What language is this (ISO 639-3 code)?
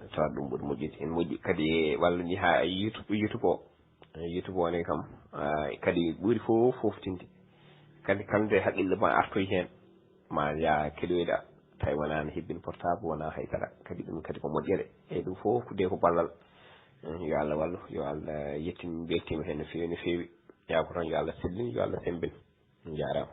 ful